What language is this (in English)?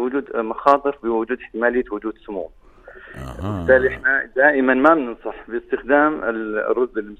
North Levantine Arabic